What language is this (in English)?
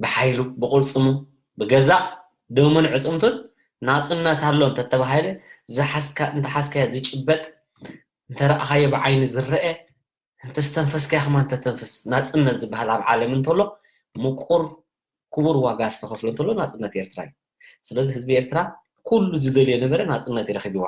Tigrinya